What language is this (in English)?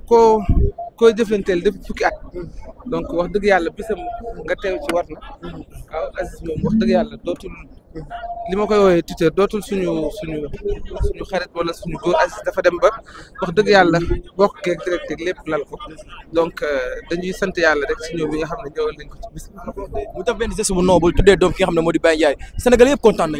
Wolof